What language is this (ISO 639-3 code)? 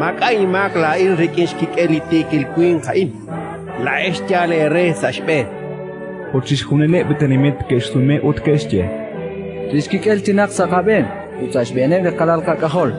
kek